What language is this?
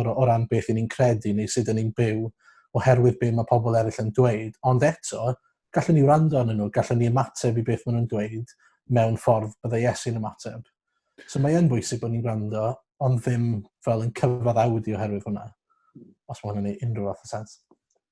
Welsh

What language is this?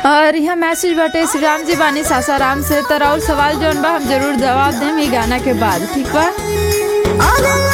Bhojpuri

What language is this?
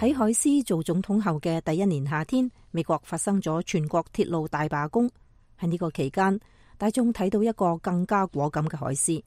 Cantonese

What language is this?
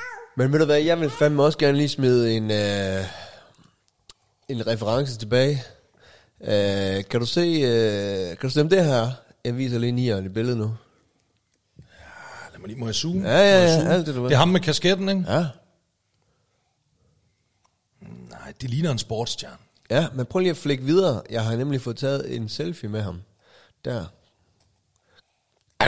Danish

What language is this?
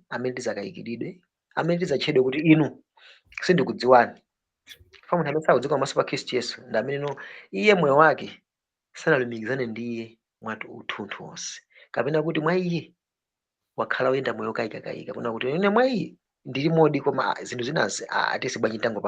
Nyanja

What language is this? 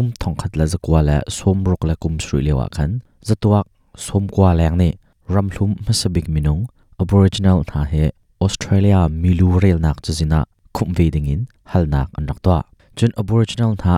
Hakha Chin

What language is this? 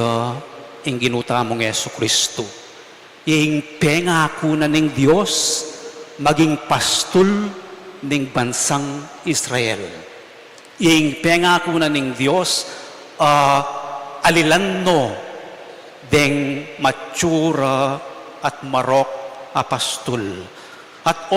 Pampanga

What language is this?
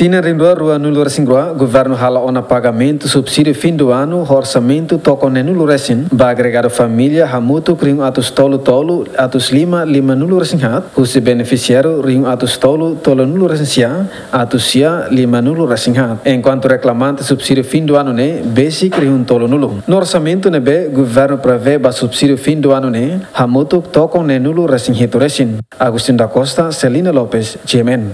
Tetum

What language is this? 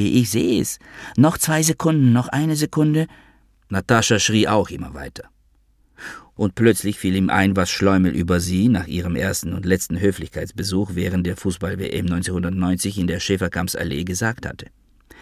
German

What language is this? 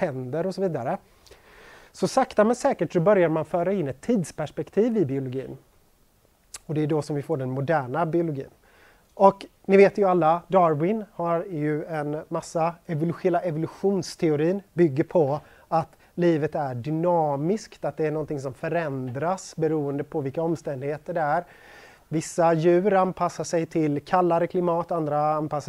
Swedish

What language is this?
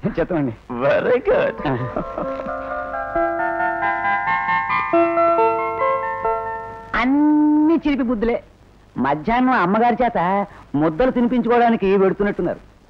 Telugu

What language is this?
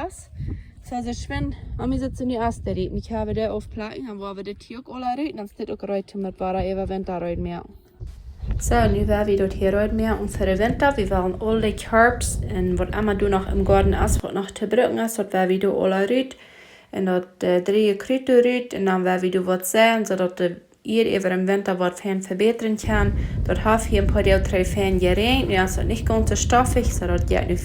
Plautdietsch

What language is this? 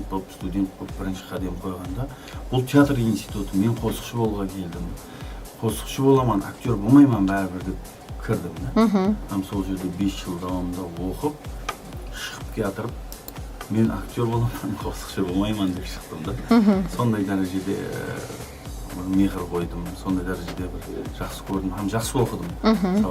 Kara-Kalpak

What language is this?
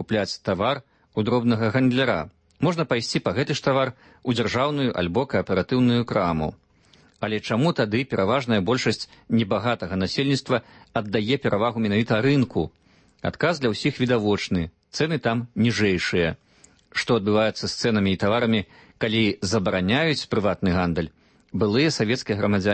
Belarusian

